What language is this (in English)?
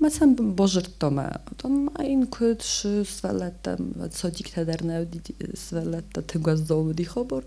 Ossetic